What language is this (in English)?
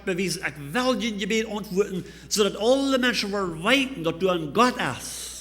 Plautdietsch